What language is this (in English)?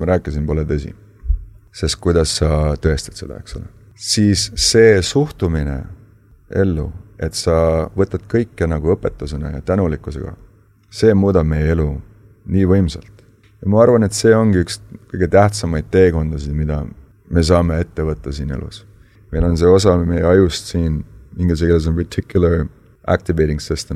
Estonian